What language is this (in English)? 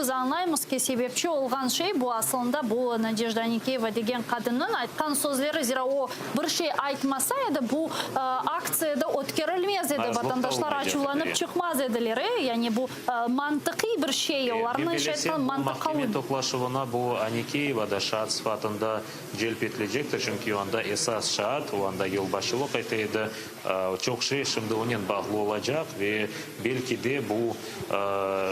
Crimean Tatar